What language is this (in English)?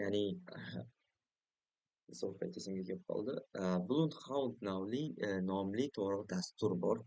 Uzbek